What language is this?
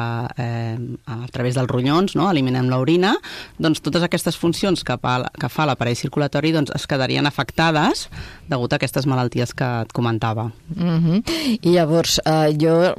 Catalan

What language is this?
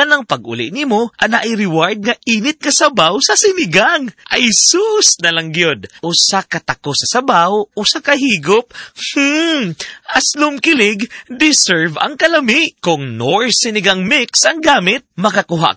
Cebuano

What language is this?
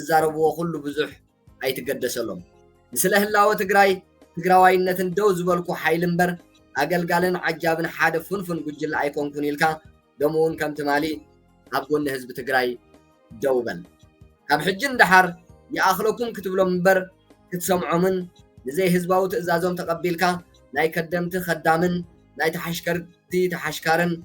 Tigrinya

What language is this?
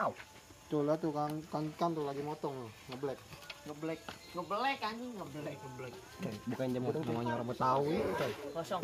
Betawi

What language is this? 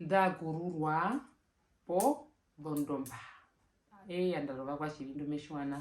Herero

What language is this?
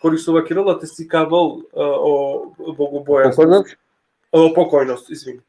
Balkan Romani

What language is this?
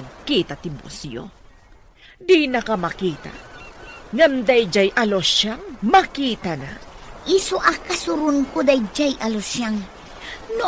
Iloko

